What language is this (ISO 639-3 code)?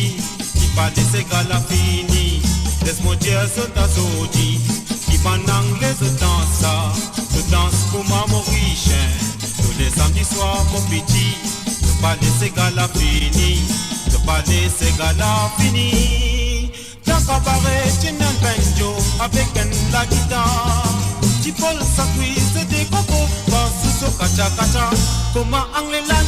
mfe